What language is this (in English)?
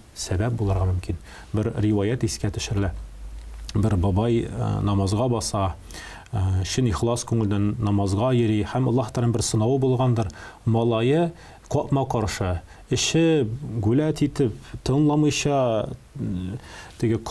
Tatar